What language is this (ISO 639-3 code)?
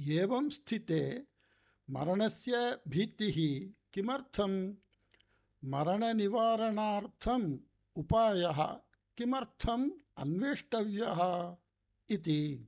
san